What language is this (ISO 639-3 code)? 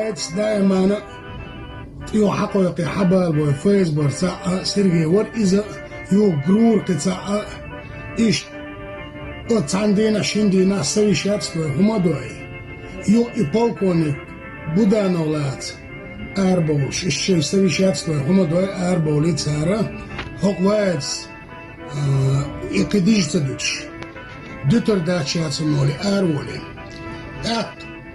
che